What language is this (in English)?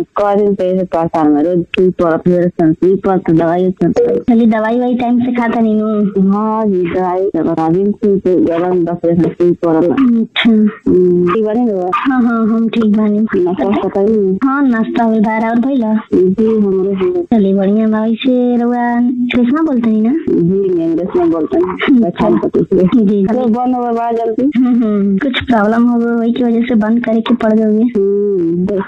Bhojpuri